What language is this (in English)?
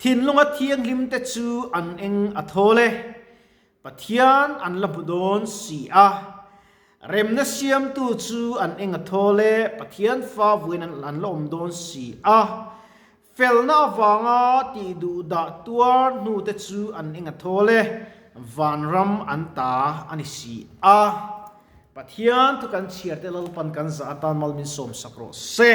Mizo